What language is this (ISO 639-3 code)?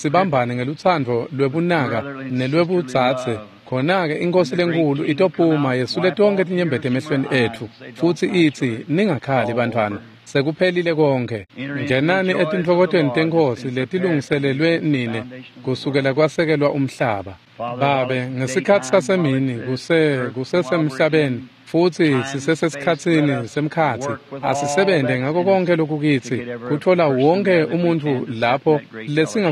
ssw